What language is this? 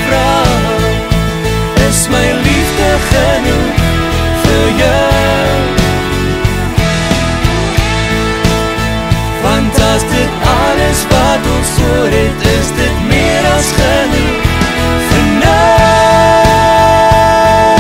Afrikaans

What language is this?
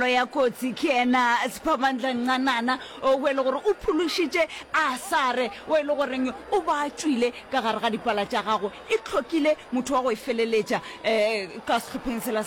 Northern Sotho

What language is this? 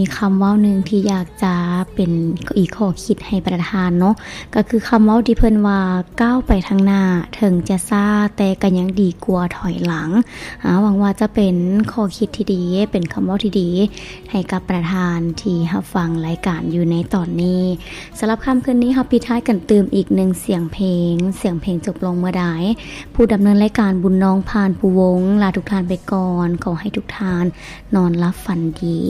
Lao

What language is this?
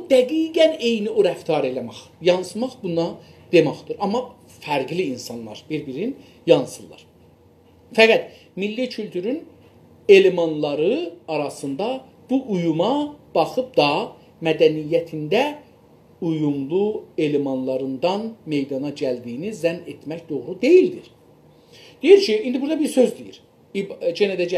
South Azerbaijani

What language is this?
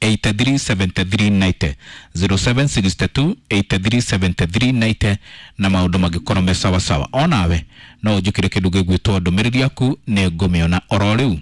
Kikuyu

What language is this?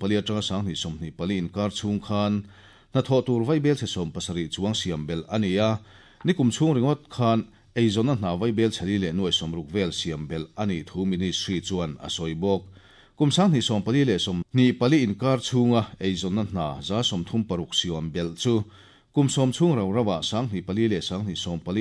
Mizo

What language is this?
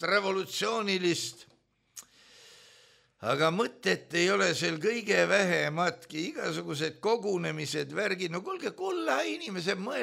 Estonian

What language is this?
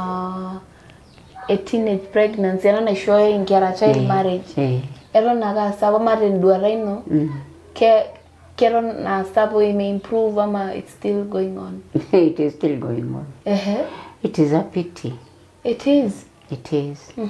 Masai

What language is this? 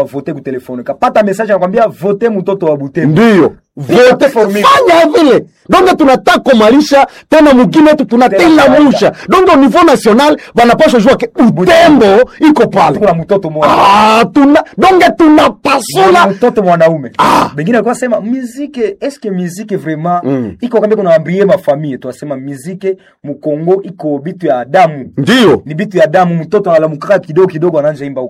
Swahili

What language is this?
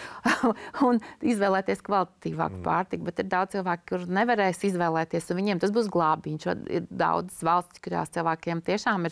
Latvian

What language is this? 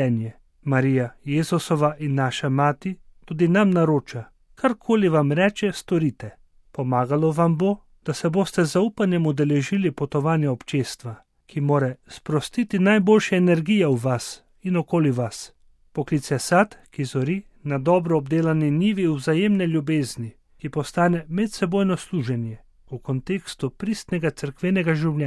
Slovenian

